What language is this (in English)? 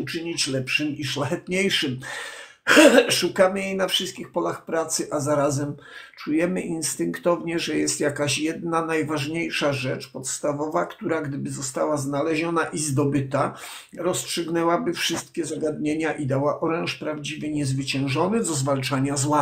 Polish